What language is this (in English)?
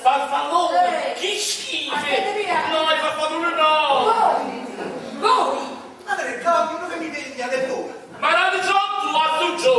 Neapolitan